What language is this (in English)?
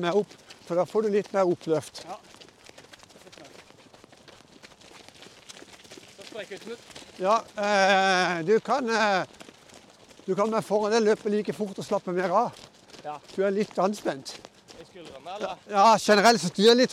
Norwegian